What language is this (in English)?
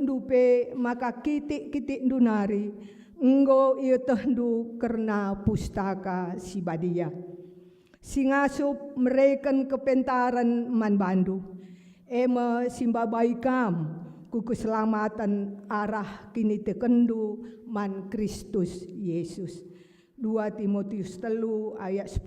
Batak Karo